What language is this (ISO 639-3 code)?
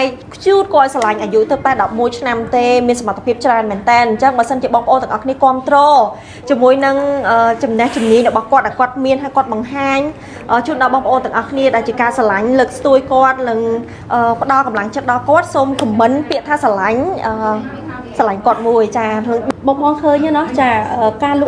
khm